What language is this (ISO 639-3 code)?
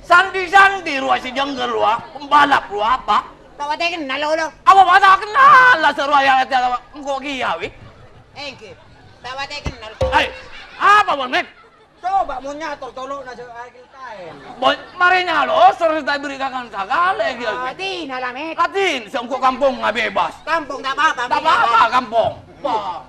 mad